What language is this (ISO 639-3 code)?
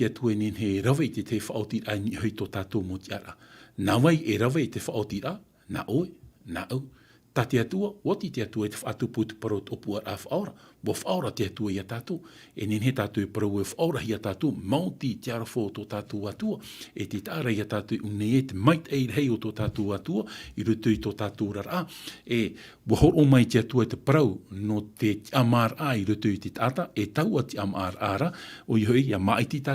tah